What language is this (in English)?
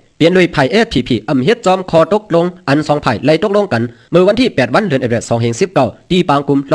Shan